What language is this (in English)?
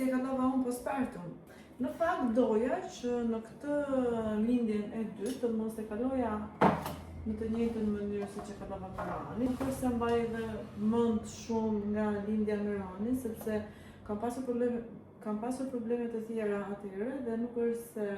Albanian